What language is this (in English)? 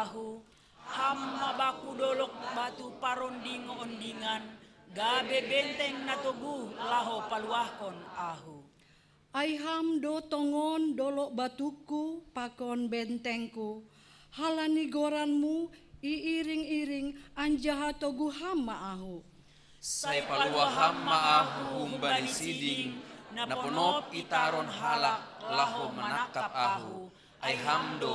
Batak Simalungun